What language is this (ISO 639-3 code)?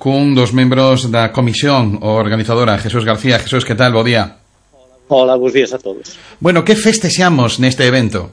glg